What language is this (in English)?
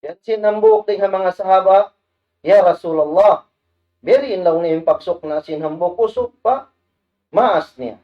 Tausug